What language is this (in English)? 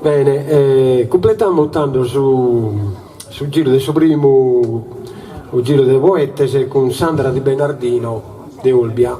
Sardinian